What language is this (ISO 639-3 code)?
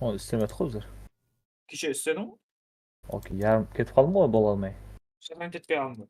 kaa